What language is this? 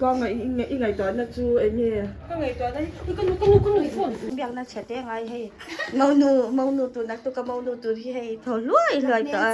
Mizo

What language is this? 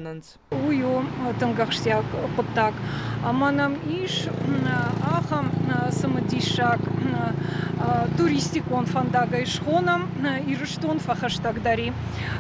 Ossetic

